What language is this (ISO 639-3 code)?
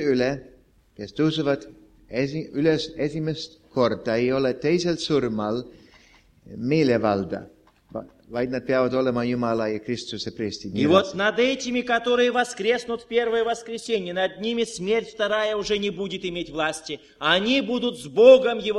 est